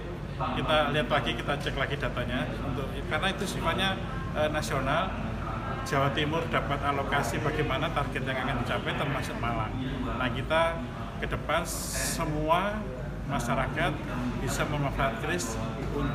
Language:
Indonesian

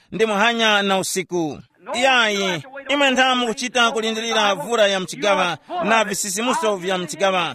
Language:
Tumbuka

